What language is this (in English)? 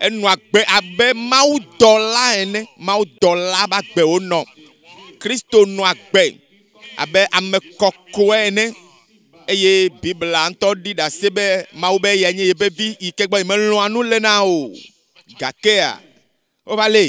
Ewe